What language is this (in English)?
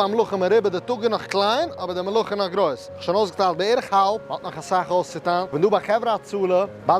Yiddish